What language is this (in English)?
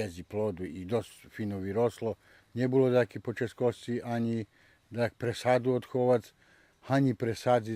Rusyn